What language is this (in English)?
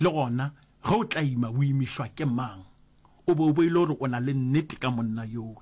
Northern Sotho